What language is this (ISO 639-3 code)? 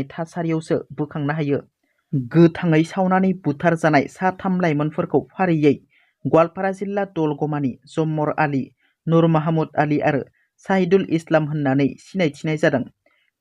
brx